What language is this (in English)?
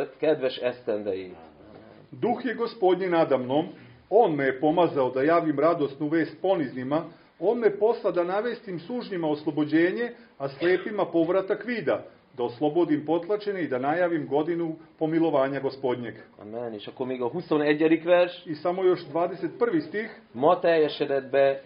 Serbian